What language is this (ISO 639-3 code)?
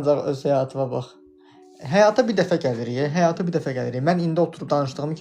aze